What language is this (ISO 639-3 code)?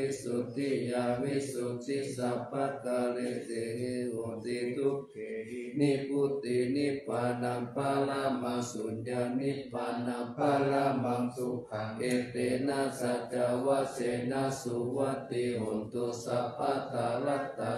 pli